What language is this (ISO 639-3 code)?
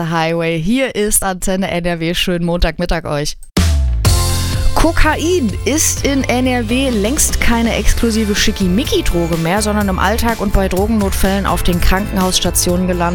deu